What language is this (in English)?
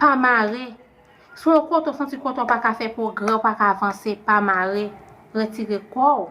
Haitian Creole